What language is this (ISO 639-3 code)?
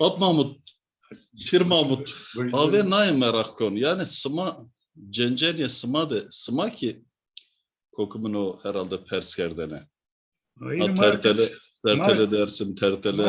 zza